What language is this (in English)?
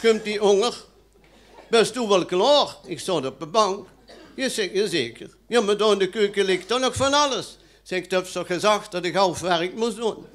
Limburgish